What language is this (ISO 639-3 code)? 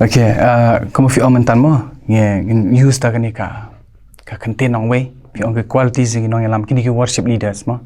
kha